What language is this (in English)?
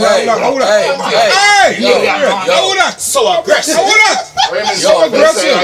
Jamaican Creole English